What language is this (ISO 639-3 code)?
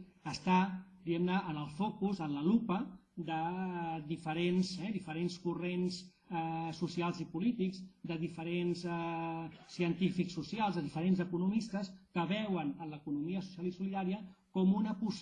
cat